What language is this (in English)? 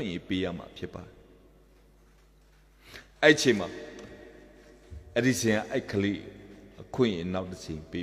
Burmese